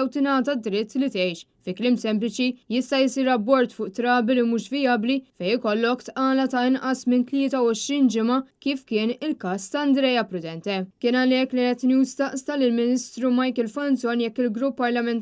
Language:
Maltese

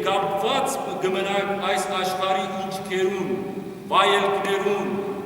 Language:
Western Armenian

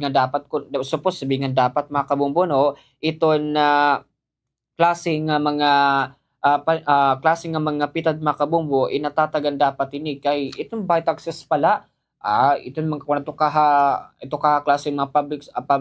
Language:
Waray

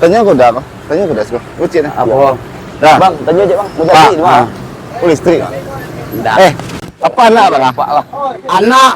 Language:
Minangkabau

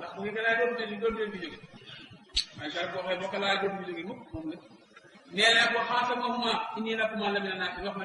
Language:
Wolof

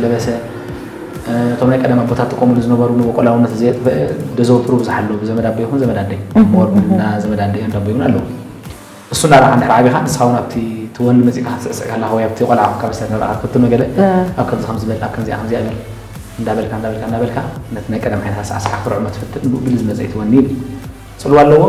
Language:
Tigrinya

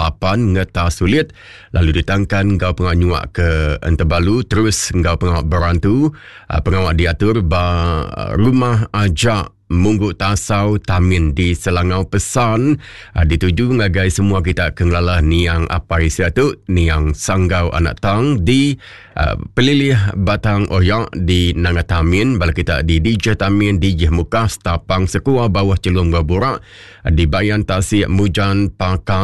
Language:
Iban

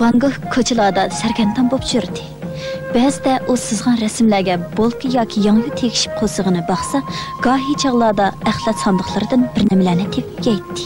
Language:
Uyghur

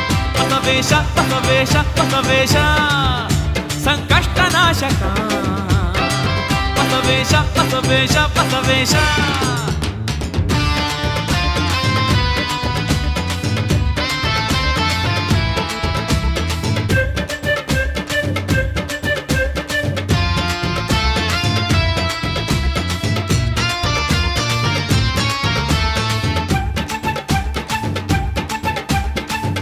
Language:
Kannada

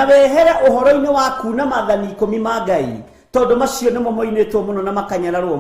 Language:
Kikuyu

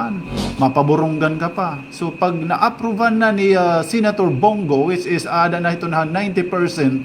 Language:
Waray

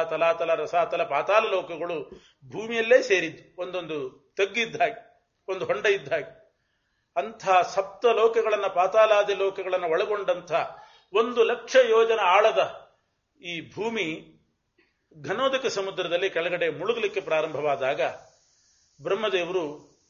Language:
Kannada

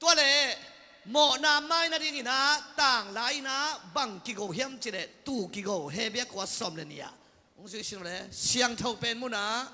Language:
Tedim Chin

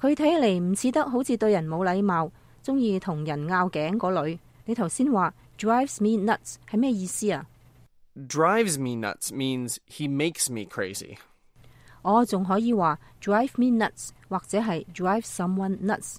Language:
Cantonese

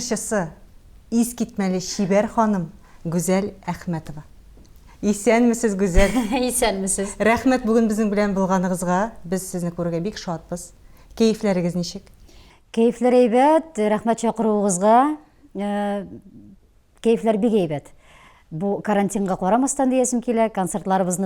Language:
Tatar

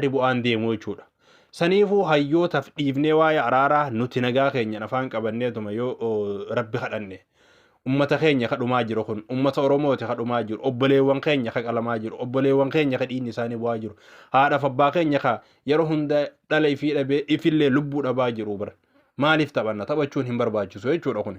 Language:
Oromo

